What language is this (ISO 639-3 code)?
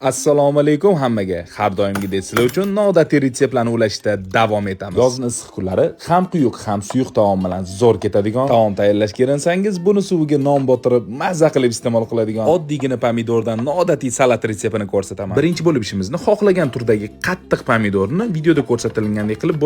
uzb